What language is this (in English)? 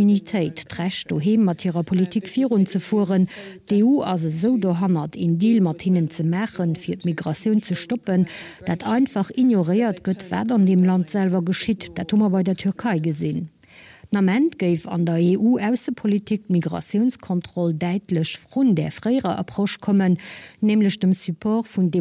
Luxembourgish